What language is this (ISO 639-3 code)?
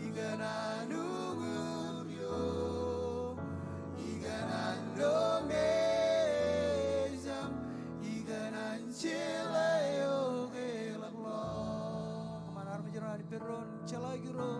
mah